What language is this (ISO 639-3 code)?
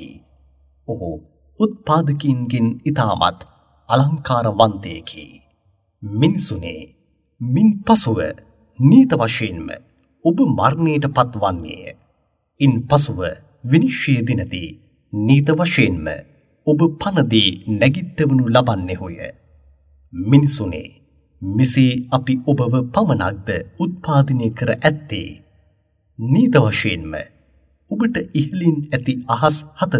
sin